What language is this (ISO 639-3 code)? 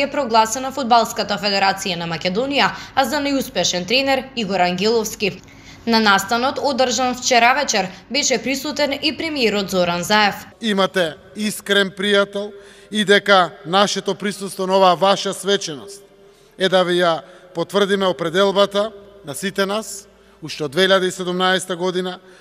mkd